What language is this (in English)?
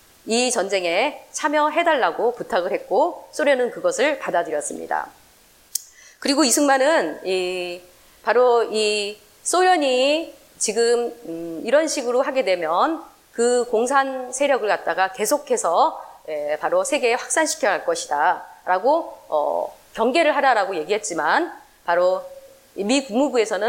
Korean